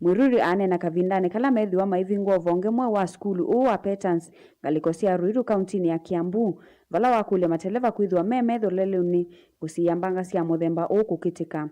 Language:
Kamba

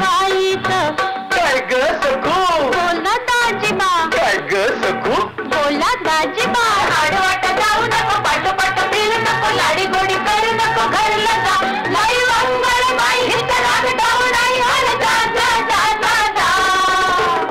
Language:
Marathi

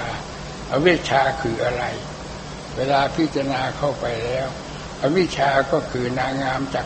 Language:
Thai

